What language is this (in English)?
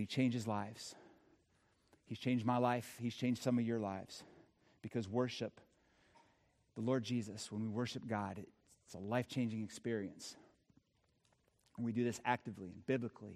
English